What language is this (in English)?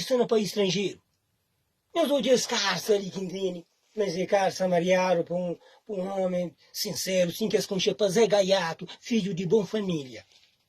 Kabuverdianu